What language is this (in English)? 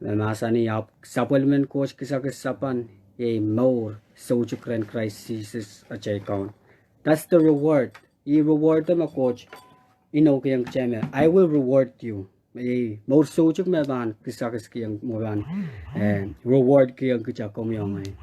Pohnpeian